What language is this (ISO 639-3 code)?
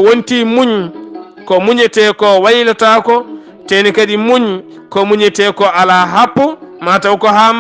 ful